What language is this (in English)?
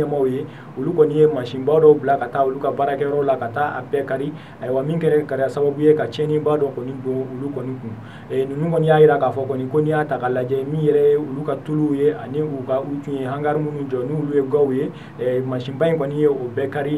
Bambara